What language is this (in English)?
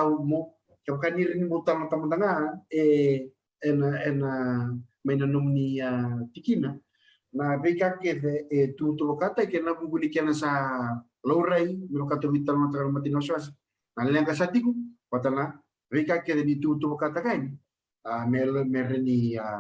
Fijian